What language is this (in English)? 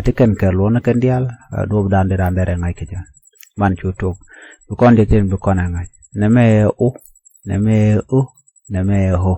Nuer